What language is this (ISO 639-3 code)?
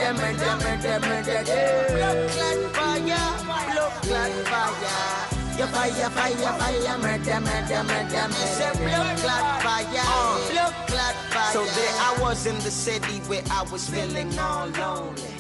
ven